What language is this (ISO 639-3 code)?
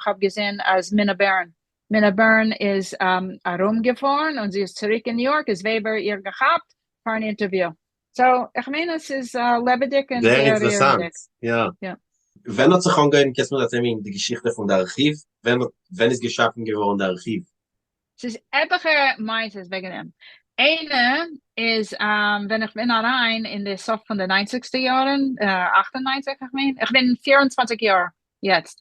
yid